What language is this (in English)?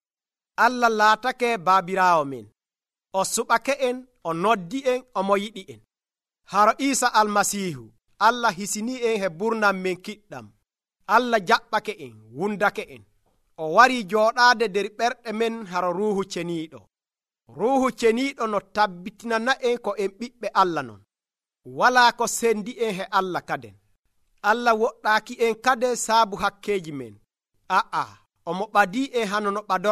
Nigerian Fulfulde